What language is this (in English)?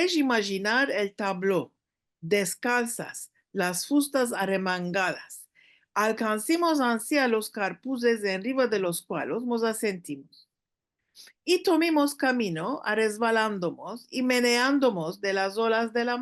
Ladino